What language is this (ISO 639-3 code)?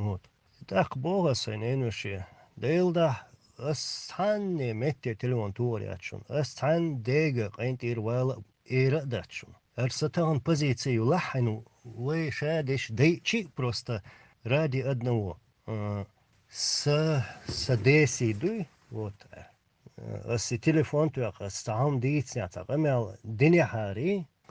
che